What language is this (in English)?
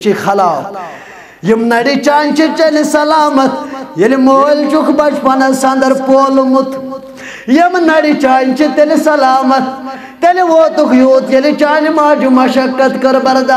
Kashmiri